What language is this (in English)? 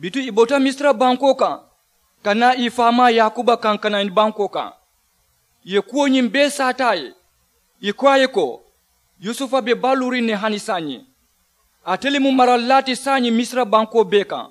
Mandingo